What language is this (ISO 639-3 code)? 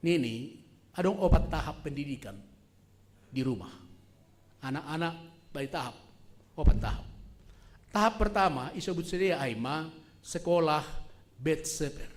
bts